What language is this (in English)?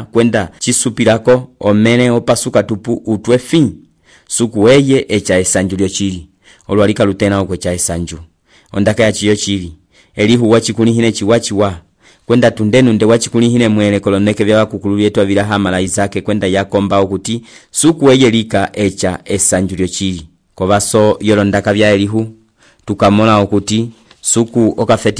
Umbundu